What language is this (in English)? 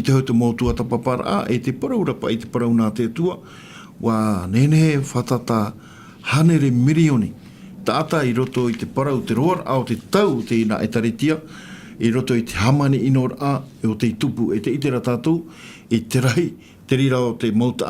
Tahitian